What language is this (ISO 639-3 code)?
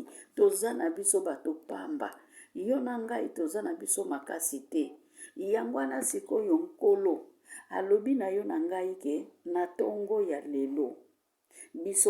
lin